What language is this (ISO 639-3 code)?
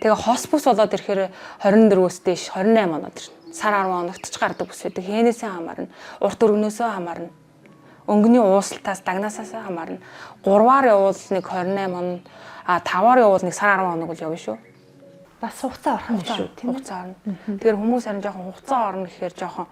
mon